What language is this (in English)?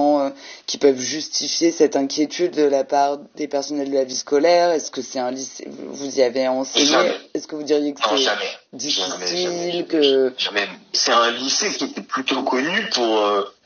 French